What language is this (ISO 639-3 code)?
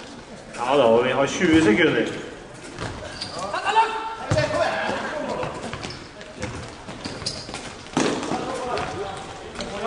nor